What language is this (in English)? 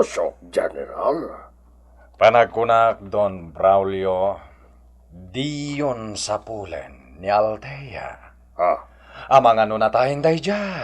Iloko